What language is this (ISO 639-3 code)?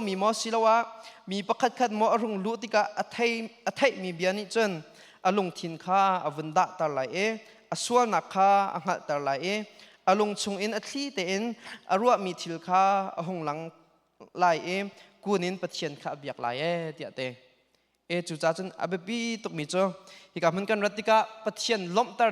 cnh